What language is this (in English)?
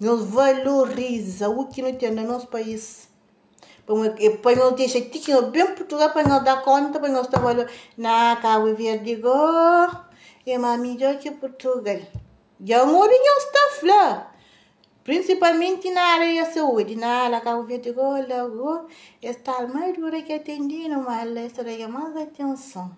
Kabuverdianu